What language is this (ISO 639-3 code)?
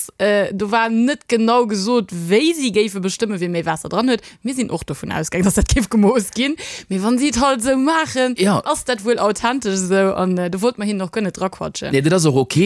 ltz